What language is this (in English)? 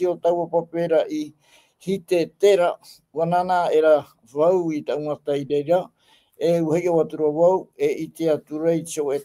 Tahitian